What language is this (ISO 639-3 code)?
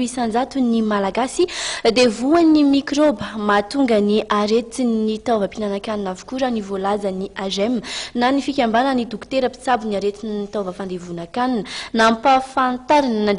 mlg